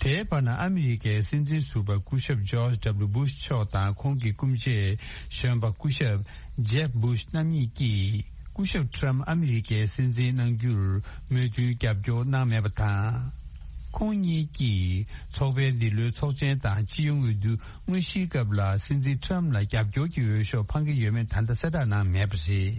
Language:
Tibetan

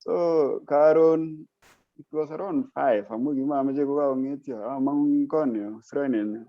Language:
Kalenjin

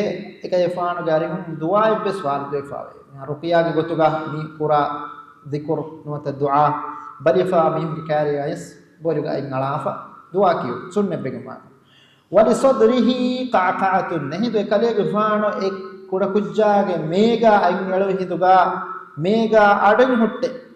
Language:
Divehi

